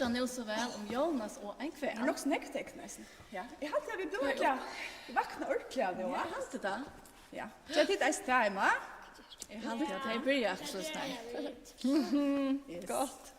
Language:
Faroese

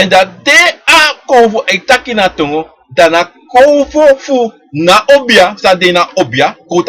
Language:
Sranan Tongo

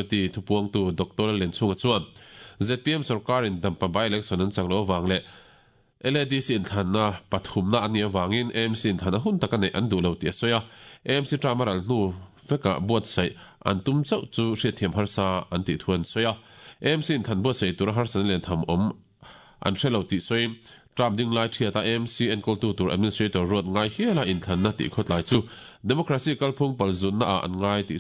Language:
Mizo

